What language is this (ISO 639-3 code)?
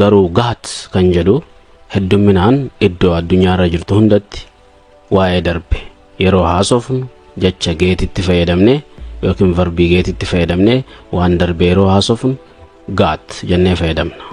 orm